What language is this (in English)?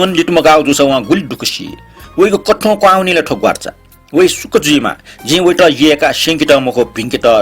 Newari